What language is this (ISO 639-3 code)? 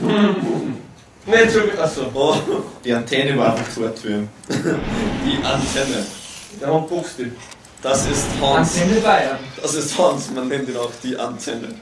bar